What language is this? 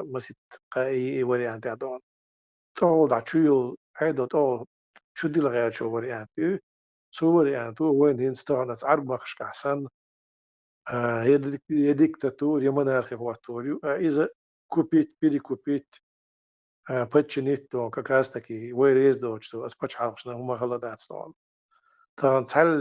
Chechen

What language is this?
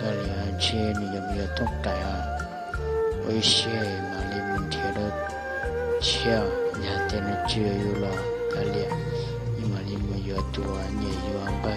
Hmong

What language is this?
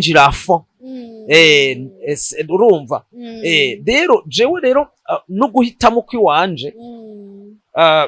Rundi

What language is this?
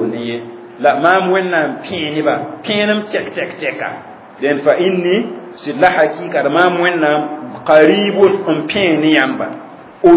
Mossi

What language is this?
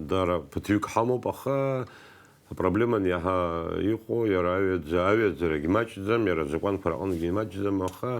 Abkhazian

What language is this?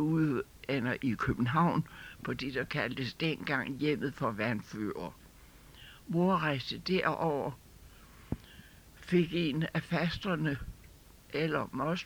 Danish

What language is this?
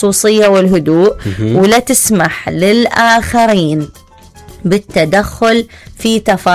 Mesopotamian Arabic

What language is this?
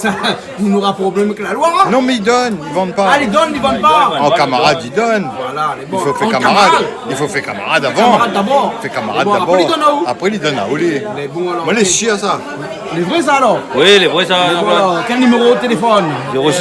Réunion Creole French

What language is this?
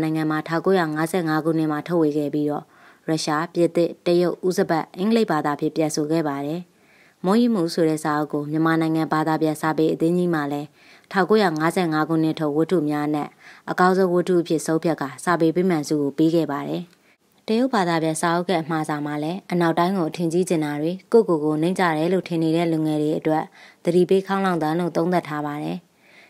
Burmese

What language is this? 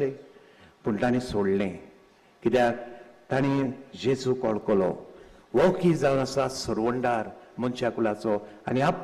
Konkani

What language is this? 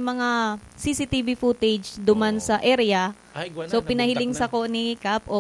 Bikol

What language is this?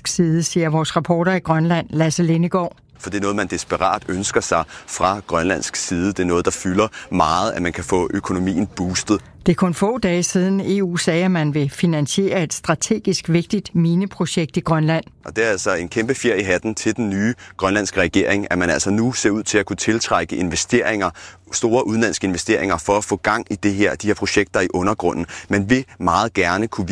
Danish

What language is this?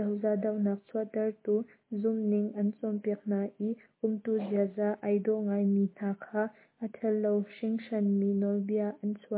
Hakha Chin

